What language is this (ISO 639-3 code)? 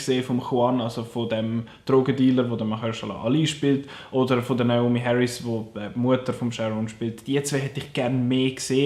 gsw